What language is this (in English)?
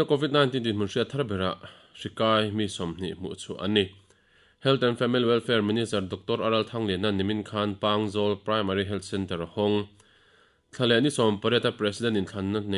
Mizo